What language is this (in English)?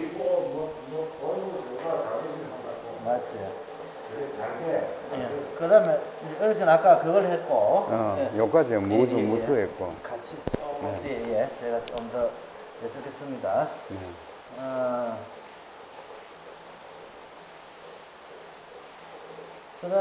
Korean